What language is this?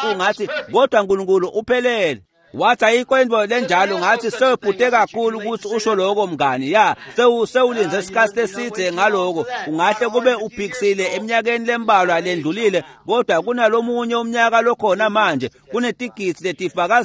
Swati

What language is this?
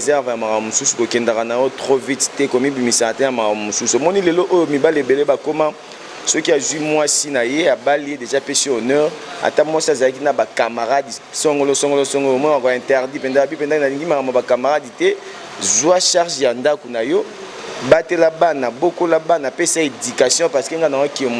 Lingala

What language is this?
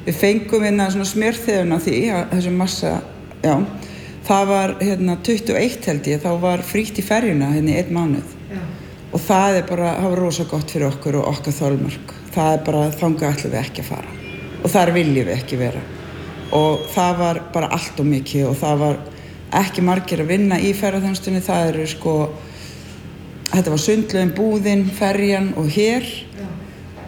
Icelandic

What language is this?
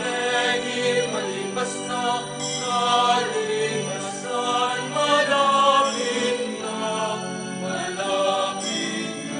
Pampanga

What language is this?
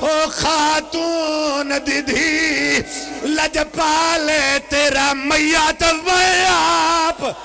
Pahari-Potwari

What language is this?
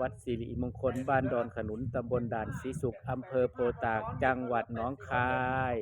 Northeastern Thai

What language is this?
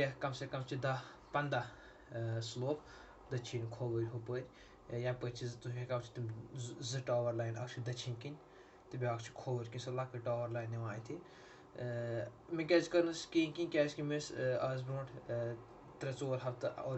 Kashmiri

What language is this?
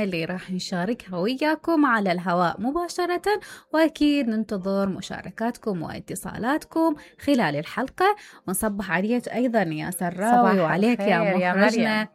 Mesopotamian Arabic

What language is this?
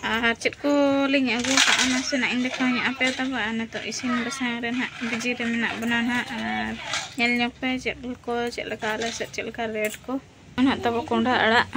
Santali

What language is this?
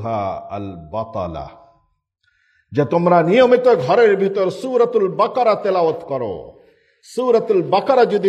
Bangla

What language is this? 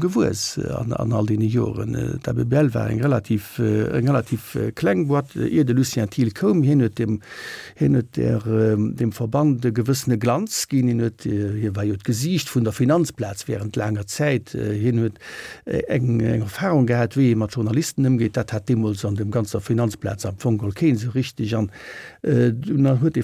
Luxembourgish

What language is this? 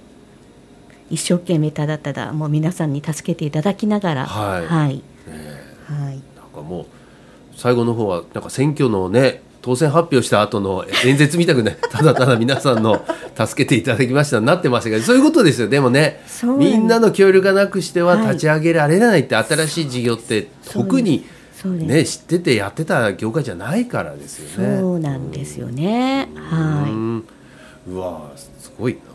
Japanese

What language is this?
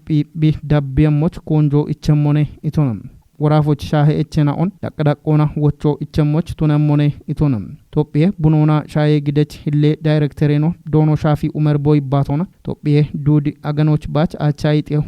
Kafa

